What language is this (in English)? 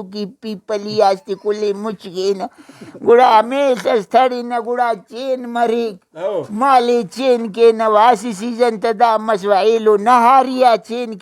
Brahui